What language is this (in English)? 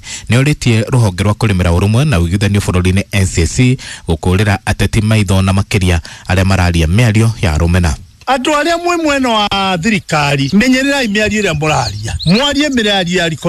Kikuyu